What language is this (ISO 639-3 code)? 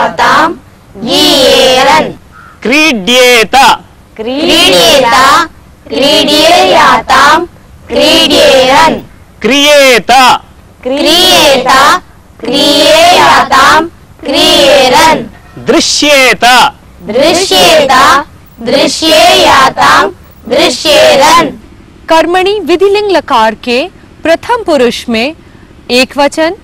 san